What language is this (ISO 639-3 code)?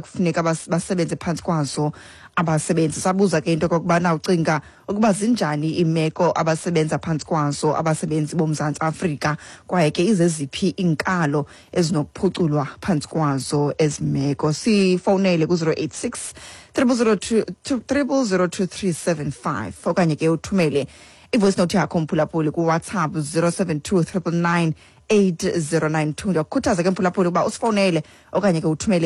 xho